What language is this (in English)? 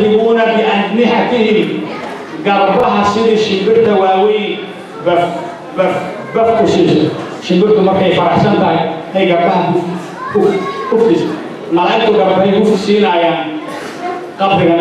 Somali